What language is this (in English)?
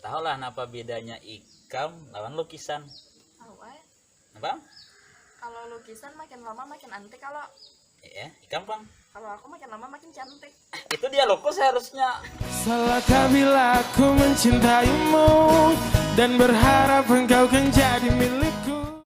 Banjar